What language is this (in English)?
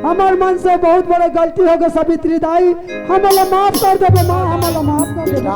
Chhattisgarhi